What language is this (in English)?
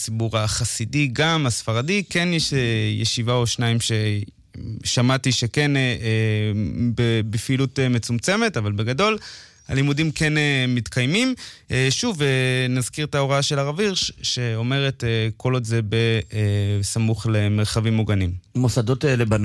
Hebrew